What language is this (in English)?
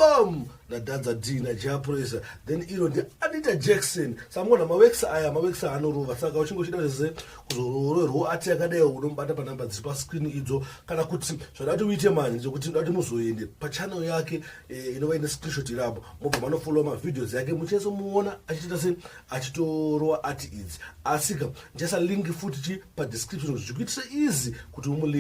Shona